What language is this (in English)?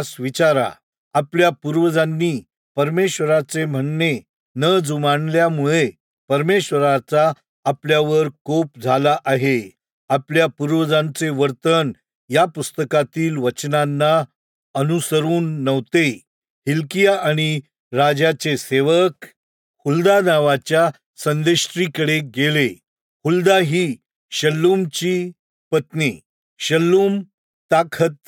Marathi